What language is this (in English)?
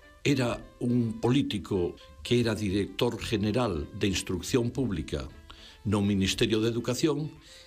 Galician